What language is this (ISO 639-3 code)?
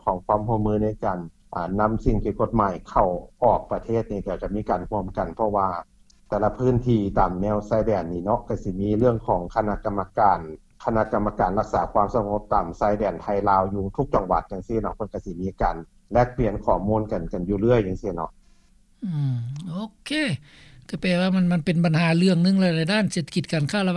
lao